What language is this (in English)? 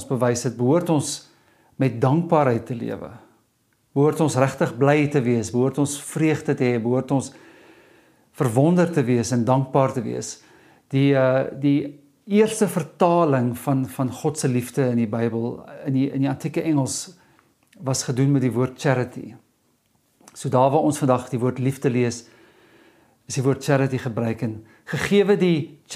Afrikaans